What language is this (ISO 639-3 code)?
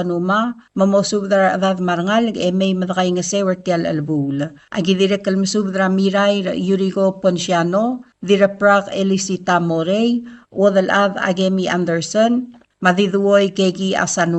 pau